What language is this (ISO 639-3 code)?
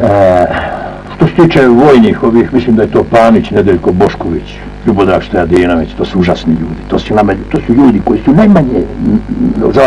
bos